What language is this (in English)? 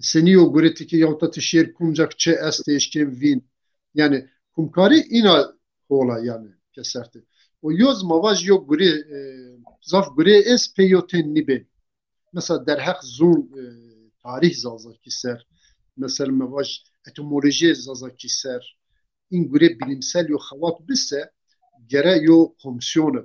Zaza